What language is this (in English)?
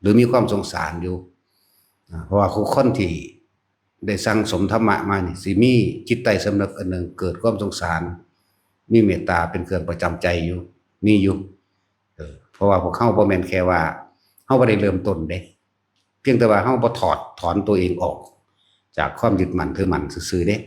Northeastern Thai